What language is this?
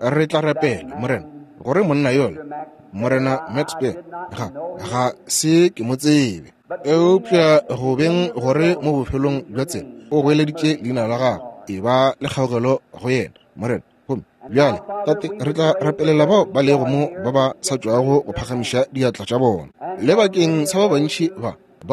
Northern Sotho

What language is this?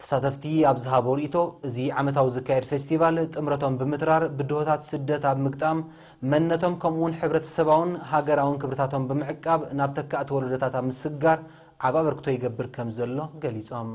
Tigrinya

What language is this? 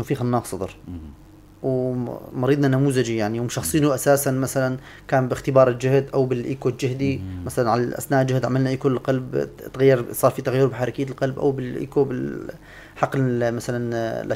North Levantine Arabic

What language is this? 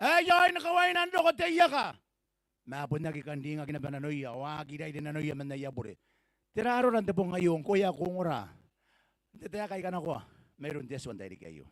Gilbertese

